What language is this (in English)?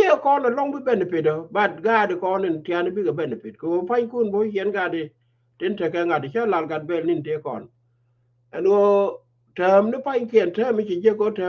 Nuer